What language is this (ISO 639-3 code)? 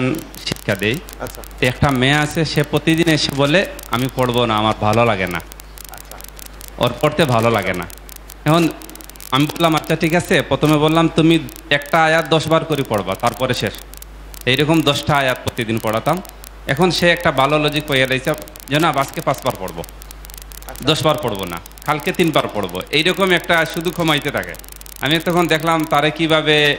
ben